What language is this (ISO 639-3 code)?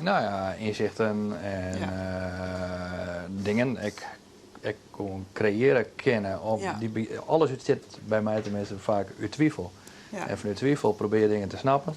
fry